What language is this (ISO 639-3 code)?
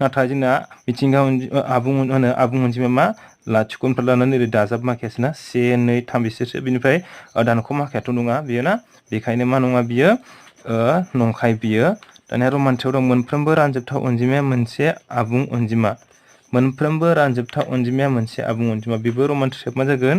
brx